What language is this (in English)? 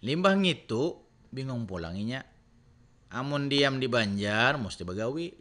Banjar